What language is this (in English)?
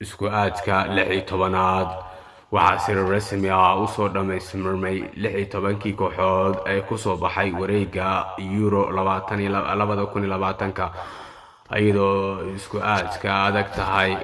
Somali